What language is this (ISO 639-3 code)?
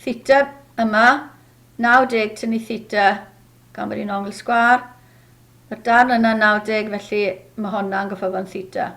cym